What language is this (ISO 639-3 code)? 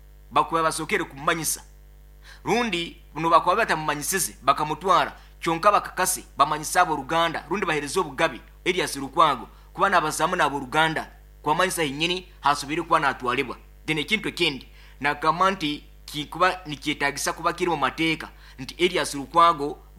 nyn